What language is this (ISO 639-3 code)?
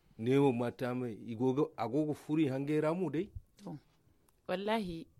dje